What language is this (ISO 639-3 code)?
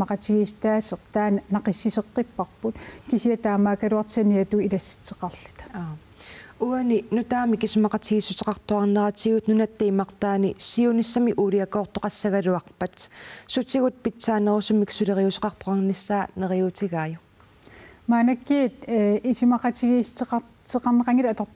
kal